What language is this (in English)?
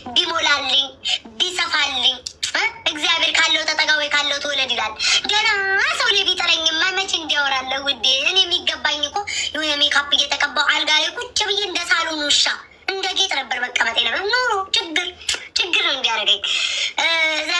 Amharic